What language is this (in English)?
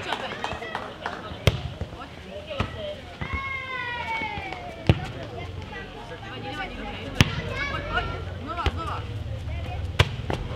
Czech